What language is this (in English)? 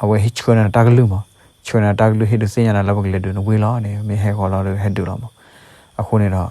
S'gaw Karen